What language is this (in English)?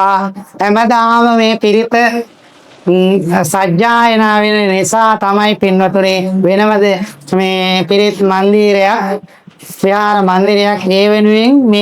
Sinhala